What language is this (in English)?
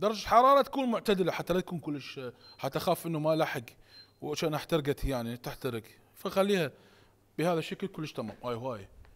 Mesopotamian Arabic